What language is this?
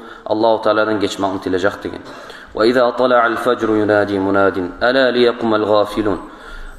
Kumyk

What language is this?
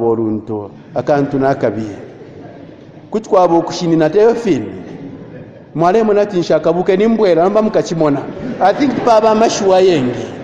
Bemba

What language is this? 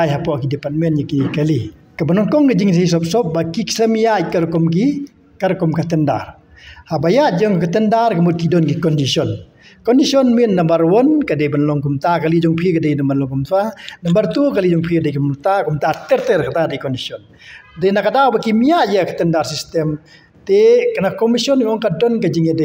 Khasi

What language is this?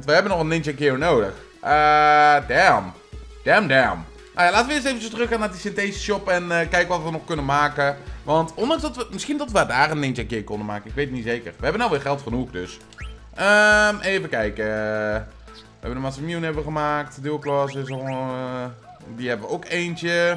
Dutch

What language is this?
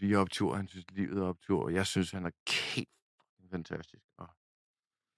Danish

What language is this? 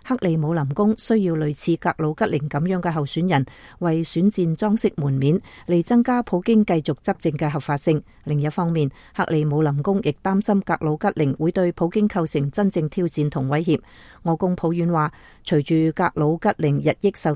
Cantonese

